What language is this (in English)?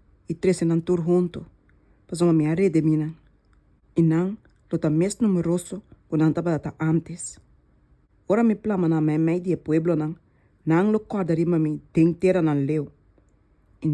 Papiamento